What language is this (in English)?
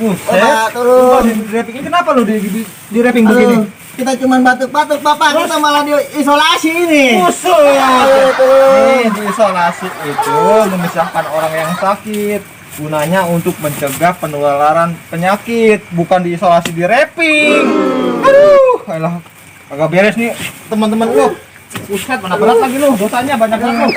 Betawi